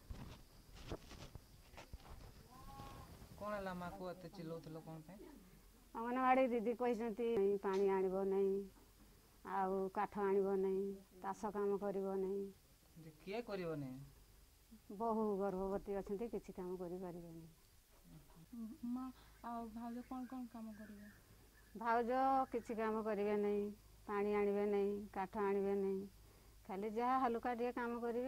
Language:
Odia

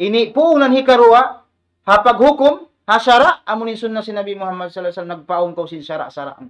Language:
Tausug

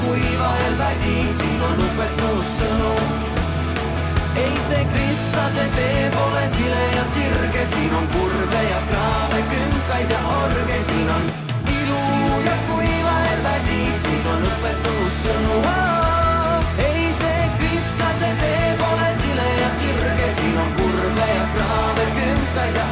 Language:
Estonian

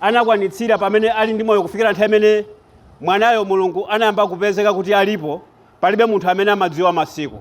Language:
Nyanja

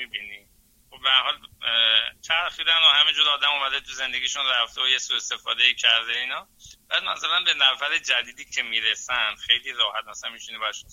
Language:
Persian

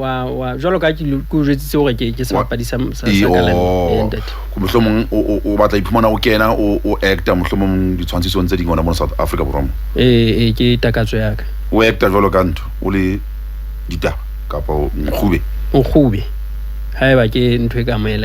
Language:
Southern Sotho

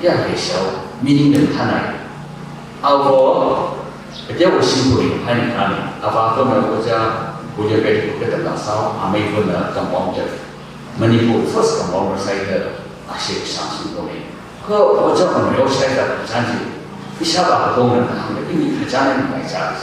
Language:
Tangkhul Naga (India)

